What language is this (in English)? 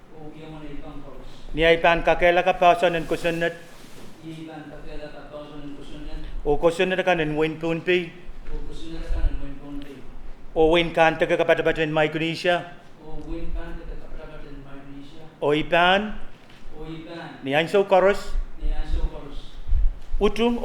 Pohnpeian